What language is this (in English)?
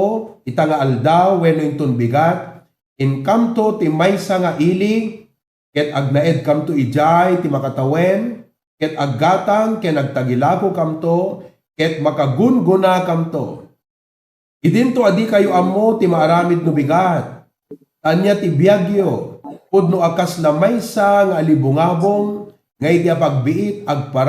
Iloko